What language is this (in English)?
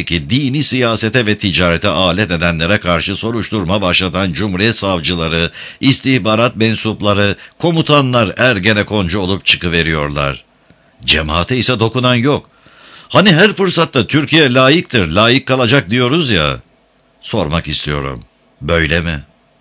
Turkish